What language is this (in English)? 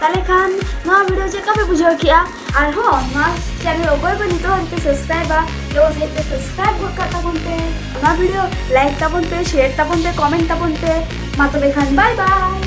Santali